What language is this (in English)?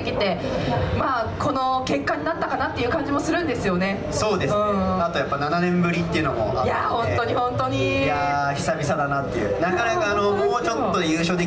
Japanese